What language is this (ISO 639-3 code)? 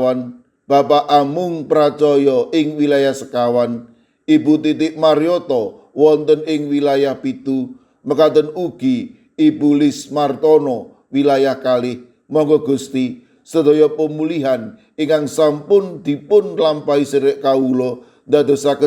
jav